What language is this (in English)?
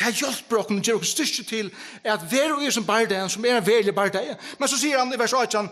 Faroese